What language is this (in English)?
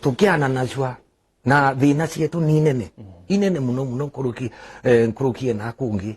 Meru